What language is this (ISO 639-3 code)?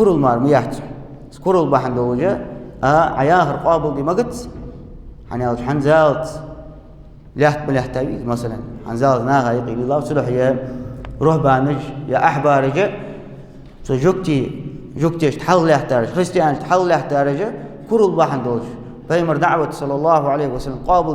inh